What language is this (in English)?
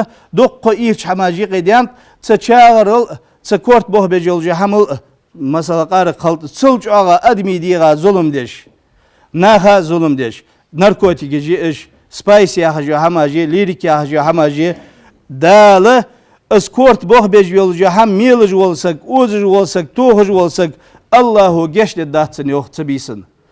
Ingush